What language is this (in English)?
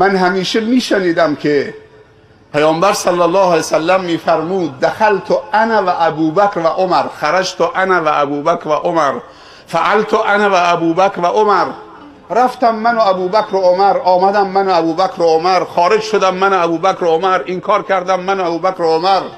Persian